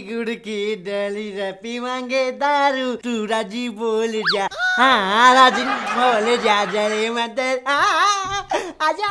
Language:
Haryanvi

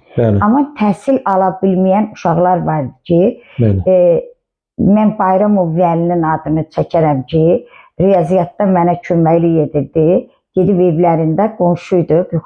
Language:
Azerbaijani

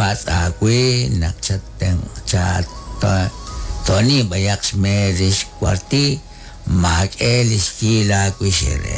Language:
Kekchí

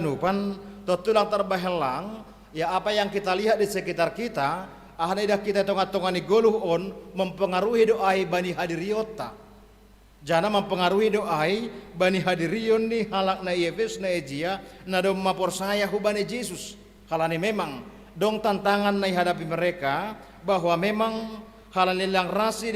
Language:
Batak Simalungun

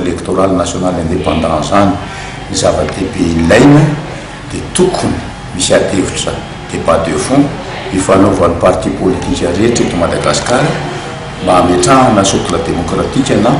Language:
Malagasy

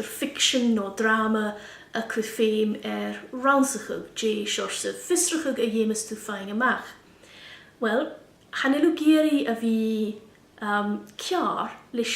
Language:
Scottish Gaelic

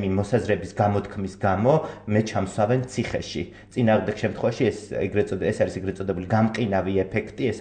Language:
Georgian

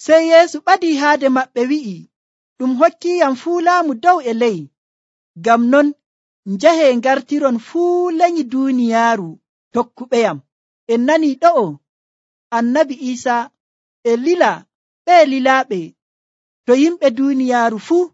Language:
Nigerian Fulfulde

